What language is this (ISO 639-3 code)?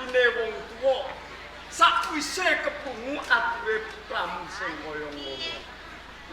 jav